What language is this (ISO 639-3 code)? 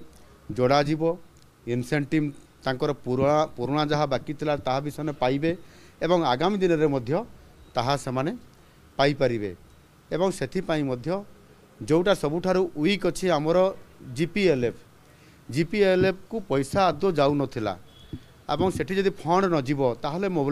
ori